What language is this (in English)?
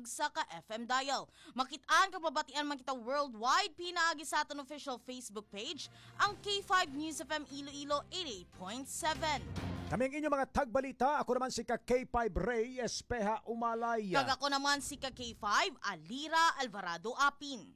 Hiligaynon